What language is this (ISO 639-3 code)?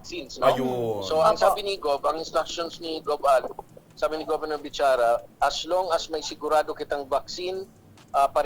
bik